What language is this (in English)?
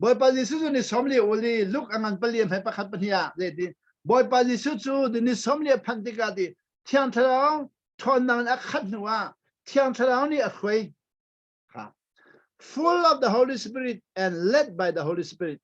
Hakha Chin